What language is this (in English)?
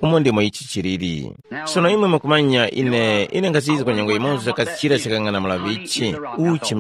Tumbuka